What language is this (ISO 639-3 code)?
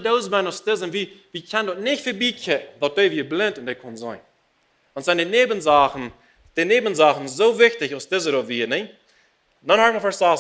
pdt